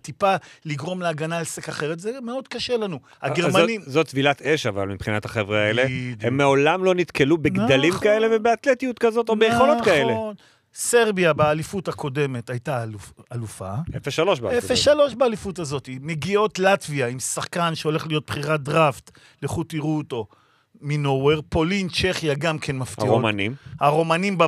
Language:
Hebrew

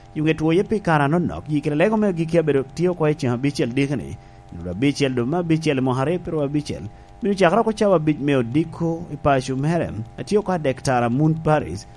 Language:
Lango (Uganda)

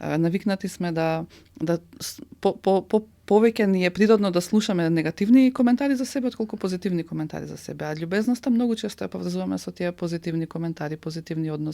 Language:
Macedonian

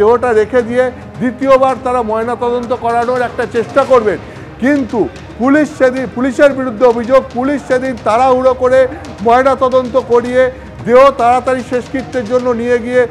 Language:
Bangla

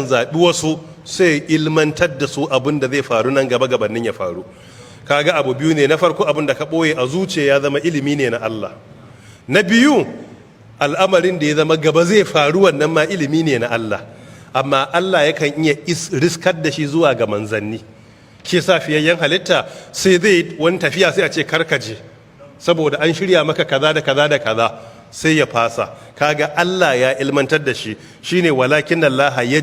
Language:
Hausa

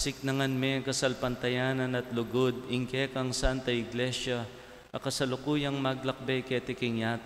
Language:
Pampanga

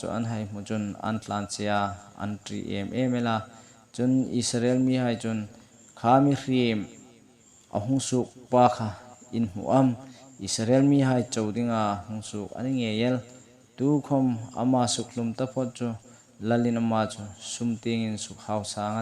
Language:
Hmar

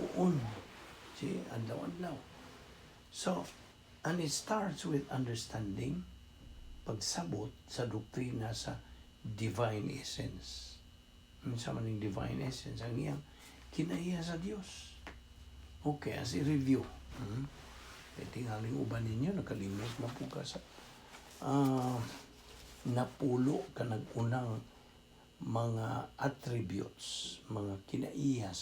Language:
Cebuano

